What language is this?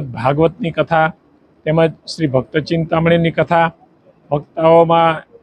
Gujarati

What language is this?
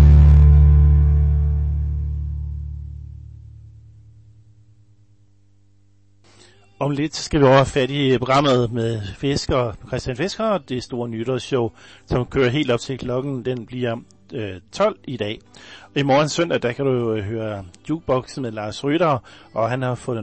Danish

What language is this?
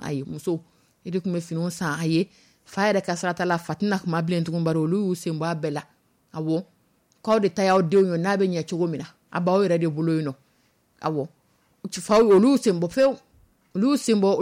Dyula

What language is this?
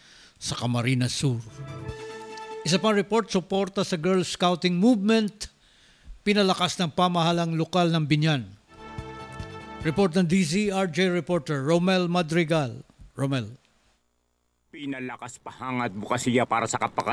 Filipino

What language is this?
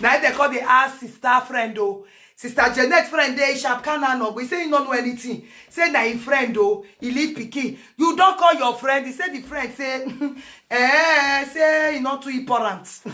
Nigerian Pidgin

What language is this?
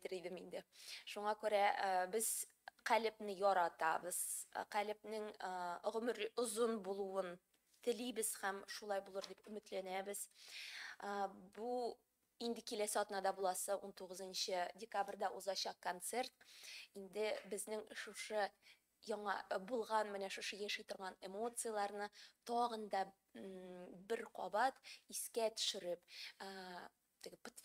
Tatar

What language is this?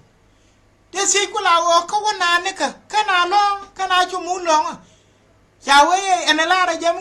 Nuer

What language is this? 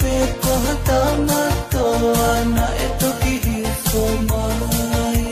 Tongan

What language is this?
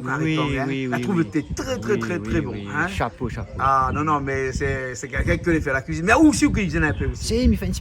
Réunion Creole French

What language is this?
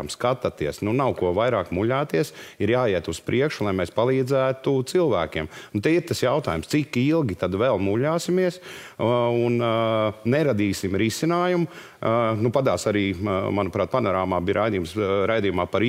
Latvian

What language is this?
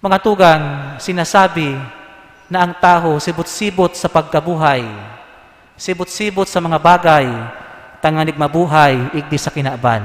Bikol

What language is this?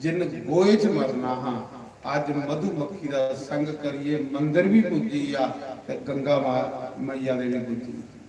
Dogri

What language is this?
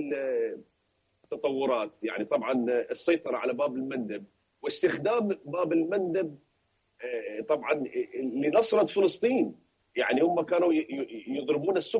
Arabic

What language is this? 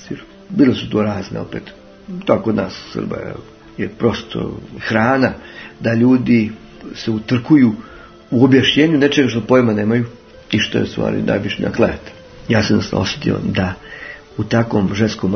Serbian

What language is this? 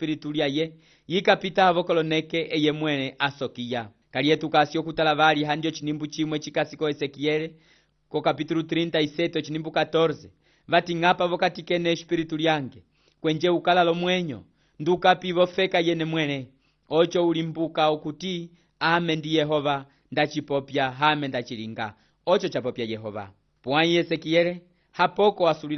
Umbundu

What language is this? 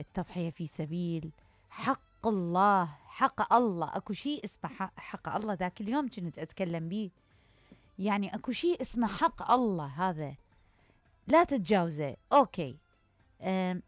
Mesopotamian Arabic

